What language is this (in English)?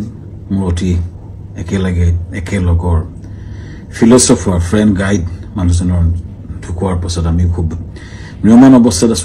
Assamese